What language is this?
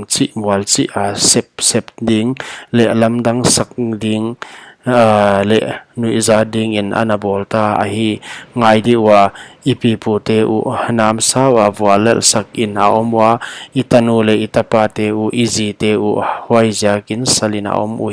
Paite Chin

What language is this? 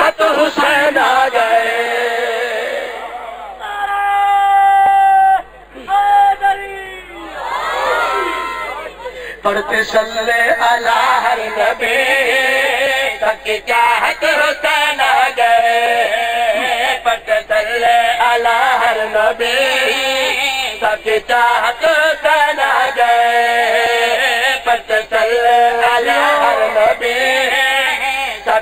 Urdu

